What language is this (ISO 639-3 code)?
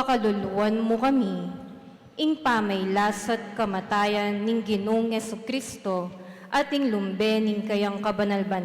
pam